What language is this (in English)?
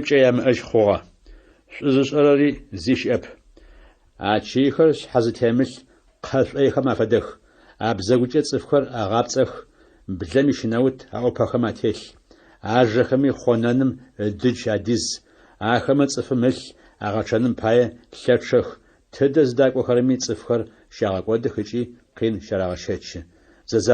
Adyghe